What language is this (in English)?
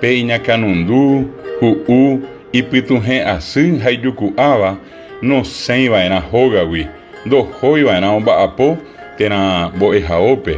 Guarani